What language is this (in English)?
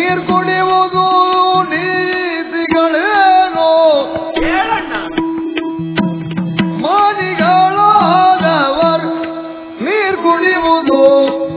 Kannada